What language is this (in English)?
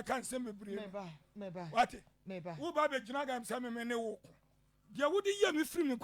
Akan